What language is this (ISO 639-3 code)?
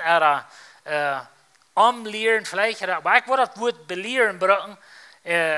pdt